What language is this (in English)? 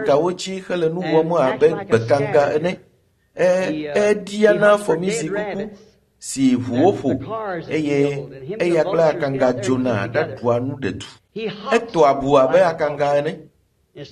Ewe